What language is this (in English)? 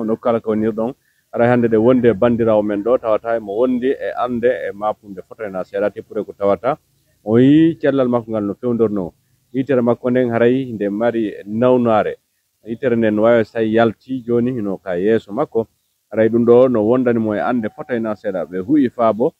Fula